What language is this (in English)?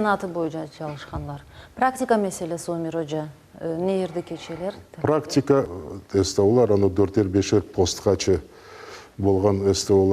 Crimean Tatar